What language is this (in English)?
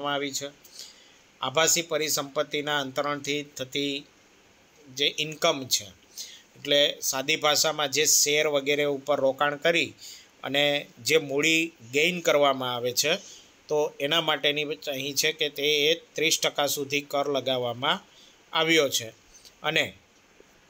Gujarati